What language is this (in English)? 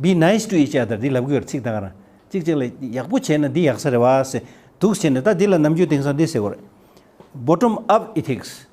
Tibetan